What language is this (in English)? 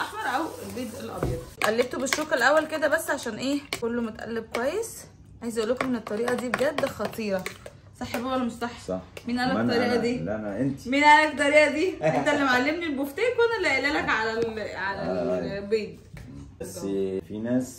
Egyptian Arabic